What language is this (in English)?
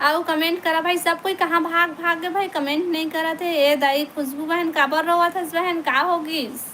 Chhattisgarhi